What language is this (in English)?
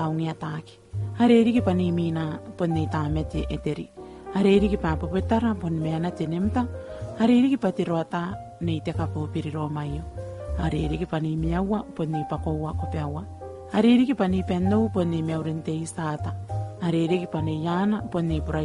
Gilbertese